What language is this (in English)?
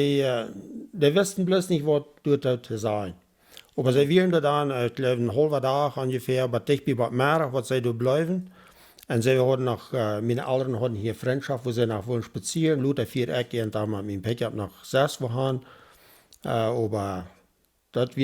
Plautdietsch